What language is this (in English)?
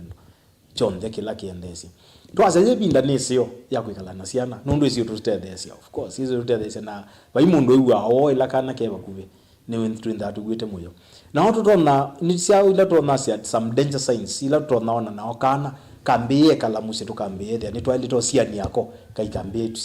Kamba